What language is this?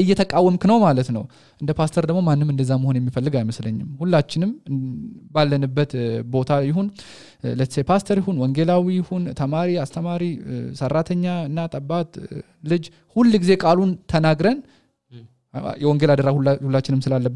Amharic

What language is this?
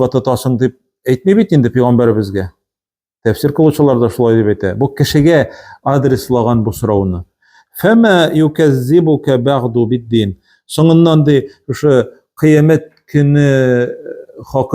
Tatar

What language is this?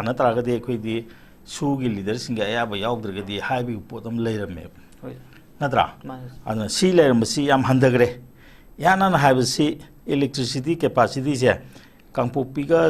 Manipuri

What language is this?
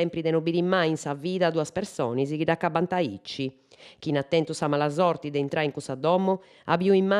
Sardinian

